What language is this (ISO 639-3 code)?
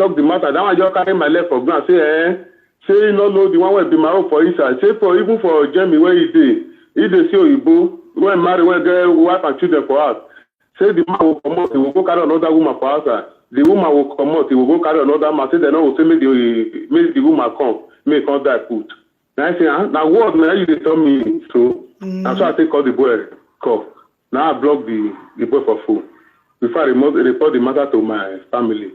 pcm